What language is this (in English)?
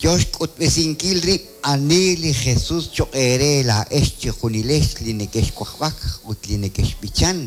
Kekchí